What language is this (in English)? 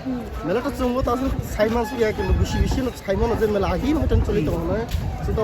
Kok Borok